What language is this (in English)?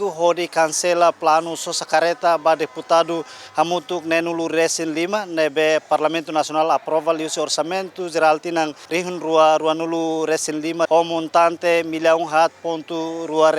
Tetum